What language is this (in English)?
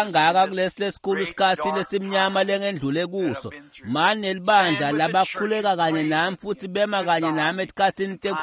Swati